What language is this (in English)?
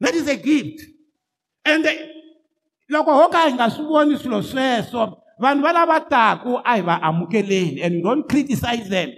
Tsonga